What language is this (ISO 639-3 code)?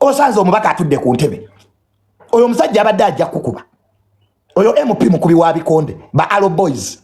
lug